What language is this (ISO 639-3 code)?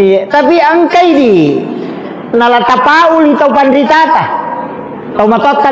bug